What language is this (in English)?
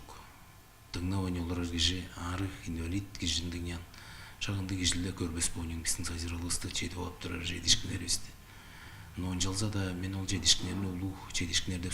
Tuvinian